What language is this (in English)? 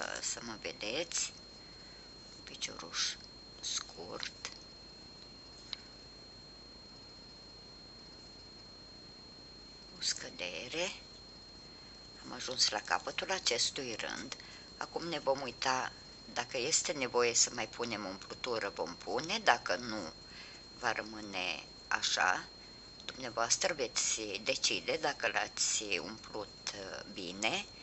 Romanian